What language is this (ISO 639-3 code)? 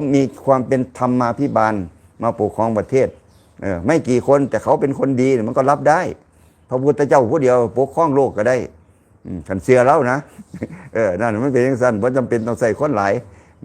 lao